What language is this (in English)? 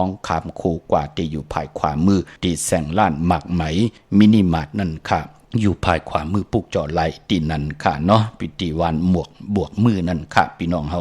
Shan